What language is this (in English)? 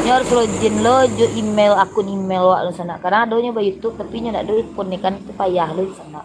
Minangkabau